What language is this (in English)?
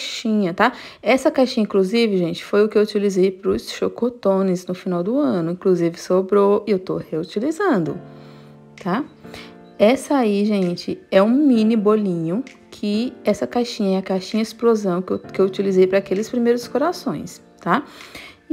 Portuguese